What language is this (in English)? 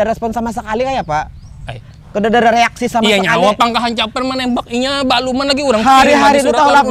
Banjar